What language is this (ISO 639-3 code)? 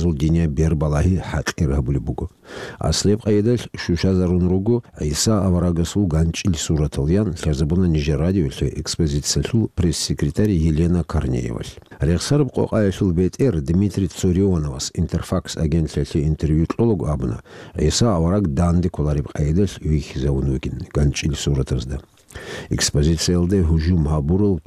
ava